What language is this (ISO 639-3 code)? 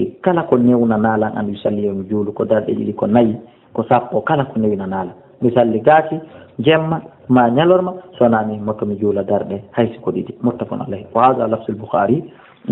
ful